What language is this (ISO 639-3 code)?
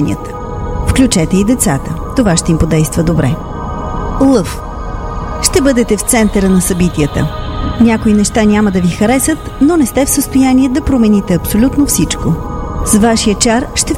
bul